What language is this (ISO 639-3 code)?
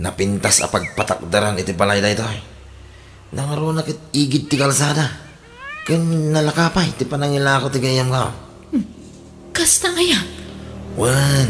ilo